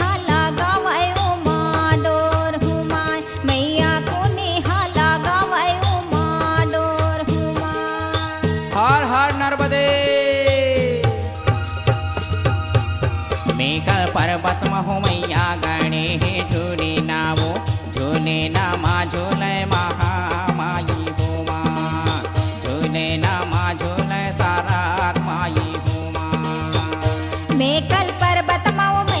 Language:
Chhattisgarhi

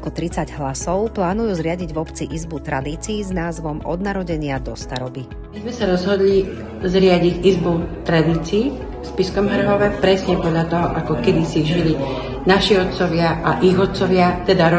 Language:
Slovak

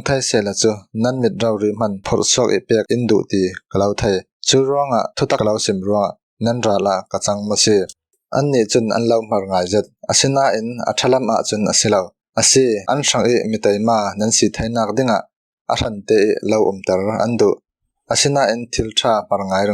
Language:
Falam Chin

